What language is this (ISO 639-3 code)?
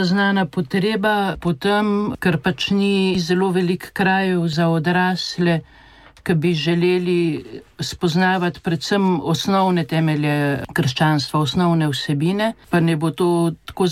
slv